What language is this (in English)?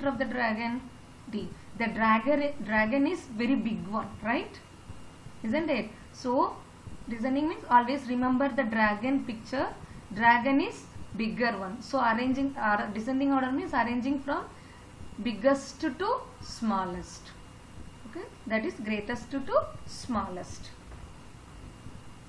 English